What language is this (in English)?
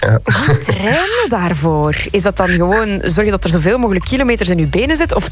Dutch